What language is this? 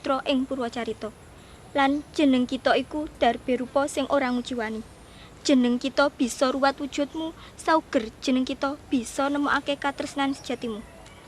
Javanese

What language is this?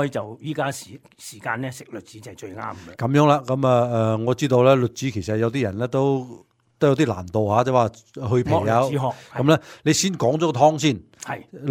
Cantonese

